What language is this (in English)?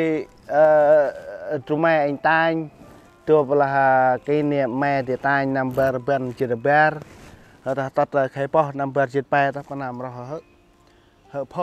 Central Mnong